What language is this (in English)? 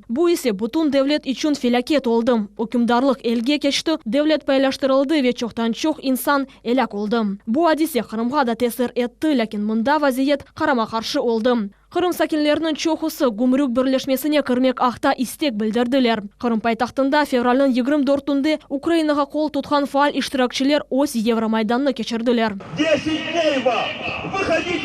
Crimean Tatar